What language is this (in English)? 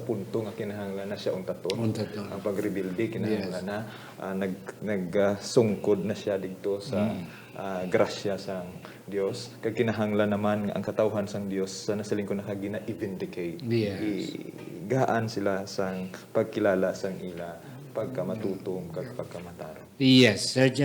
Hiligaynon